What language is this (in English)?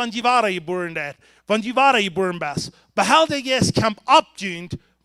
Plautdietsch